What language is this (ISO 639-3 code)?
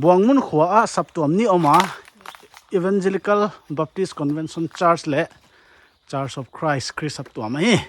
pck